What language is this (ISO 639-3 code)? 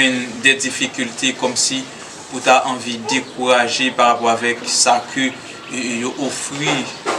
hat